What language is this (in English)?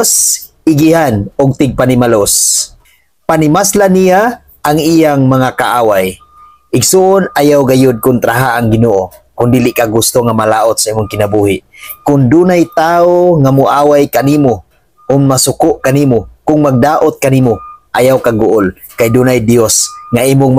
Cebuano